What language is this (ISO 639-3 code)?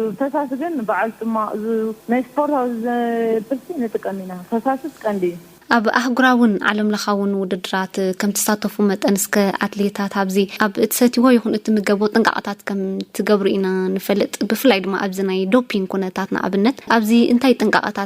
tir